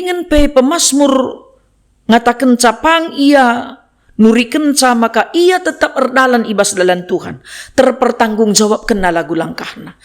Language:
Batak Karo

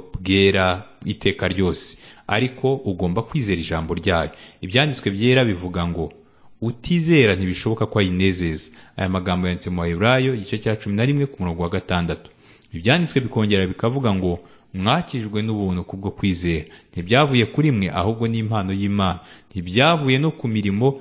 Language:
Kinyarwanda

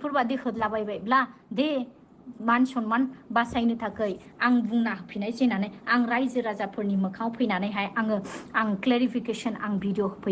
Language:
Bodo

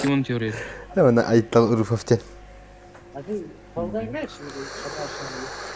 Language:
Yakut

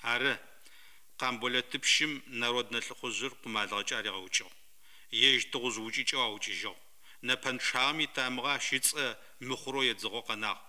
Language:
Adyghe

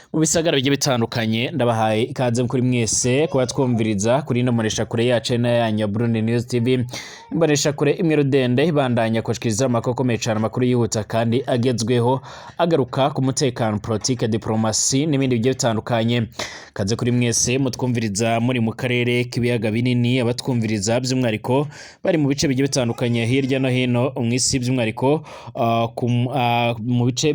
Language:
Rundi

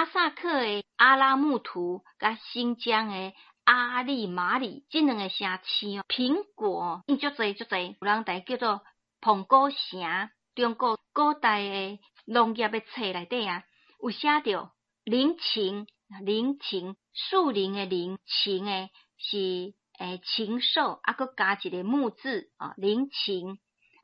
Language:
Min Nan Chinese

